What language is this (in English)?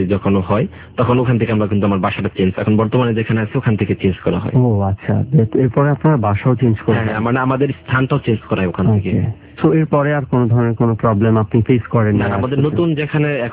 Bangla